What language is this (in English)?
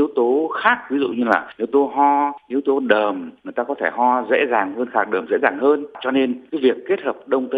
Vietnamese